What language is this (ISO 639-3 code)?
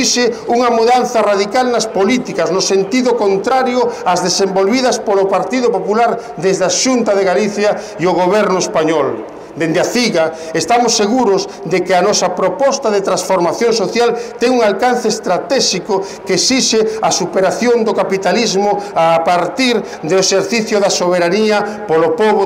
glg